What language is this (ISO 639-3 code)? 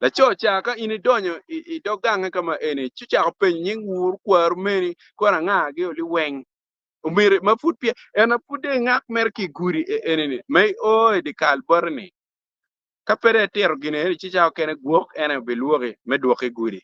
ach